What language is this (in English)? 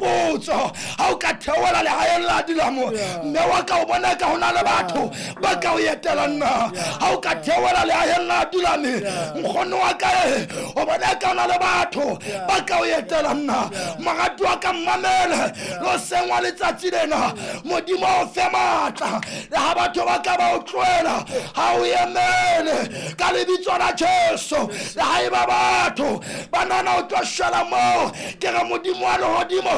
Southern Sotho